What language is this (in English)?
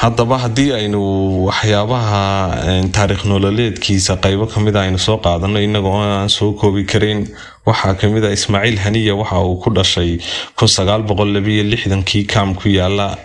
Somali